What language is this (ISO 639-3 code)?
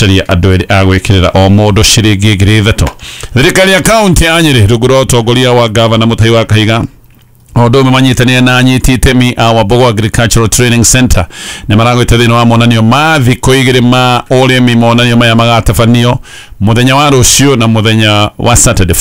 kik